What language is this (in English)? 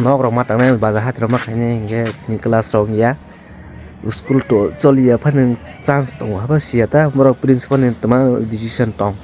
Kok Borok